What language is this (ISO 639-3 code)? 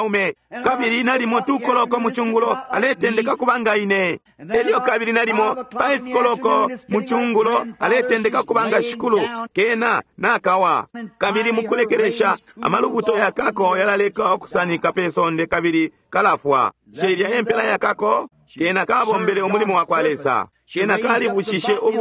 bem